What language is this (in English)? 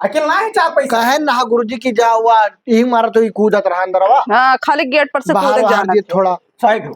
Awadhi